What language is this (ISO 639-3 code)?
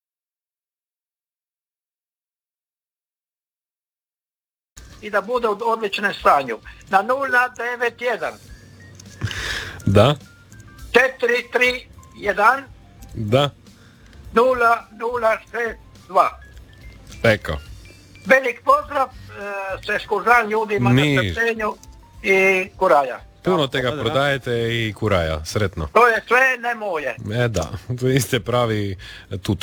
hrv